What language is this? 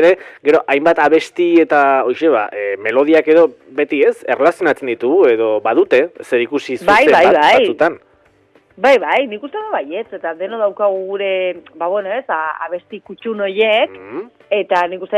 Basque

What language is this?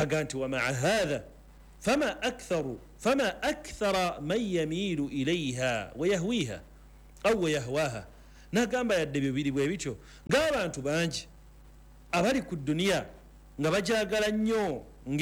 Ganda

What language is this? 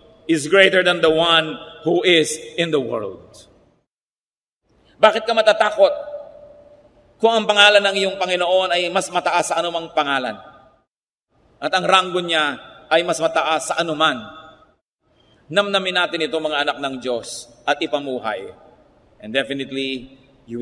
Filipino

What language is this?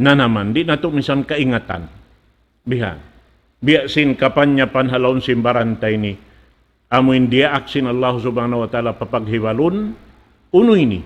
Tausug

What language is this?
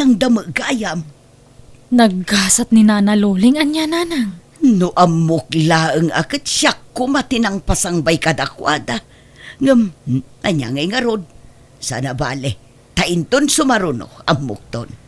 Iloko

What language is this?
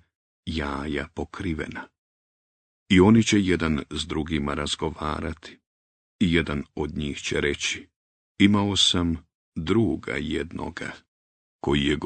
Bosnian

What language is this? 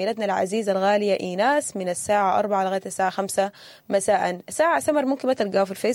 Sudanese Arabic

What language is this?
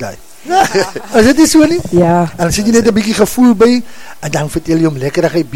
Afrikaans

